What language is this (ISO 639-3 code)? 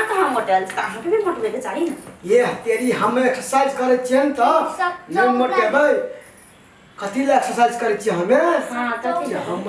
mai